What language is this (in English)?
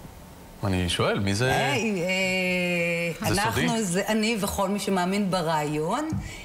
Hebrew